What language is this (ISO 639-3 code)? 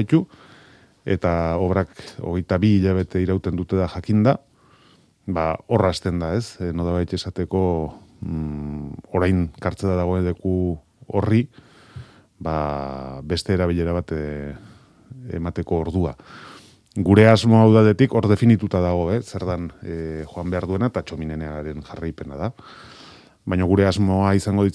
eus